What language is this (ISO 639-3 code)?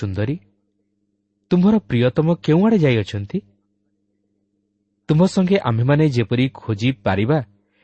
ori